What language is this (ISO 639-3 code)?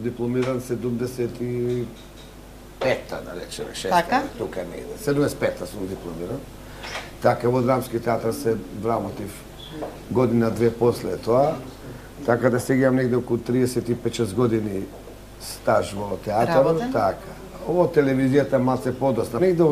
mkd